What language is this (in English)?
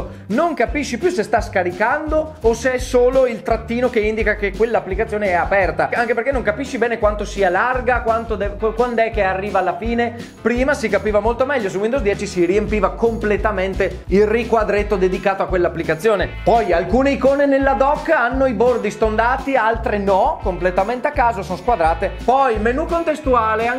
Italian